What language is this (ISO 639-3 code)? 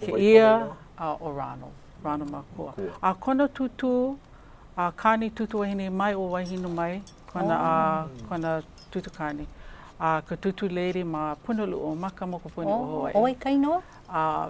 haw